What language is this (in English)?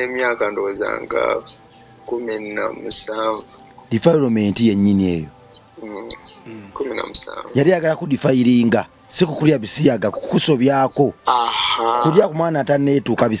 Ganda